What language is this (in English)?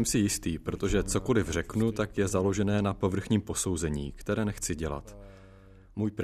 Czech